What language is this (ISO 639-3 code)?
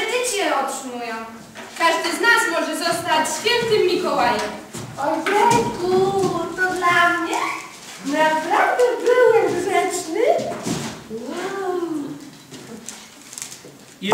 pol